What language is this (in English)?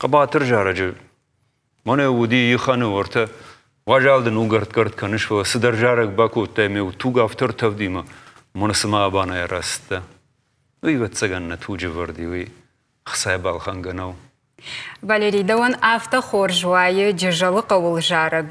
Ossetic